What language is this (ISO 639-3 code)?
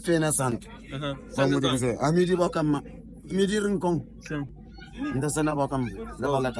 kea